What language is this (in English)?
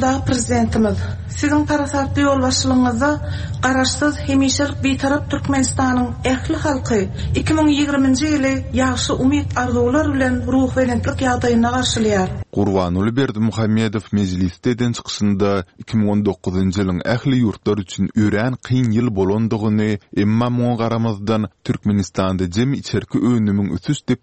Turkmen